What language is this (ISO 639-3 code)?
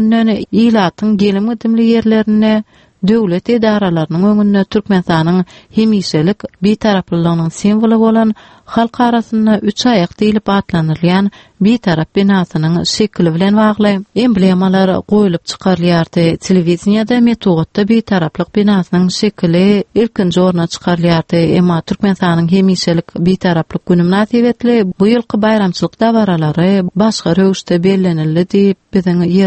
tuk